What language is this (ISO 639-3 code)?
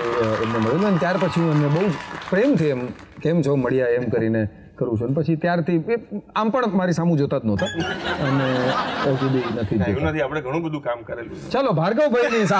guj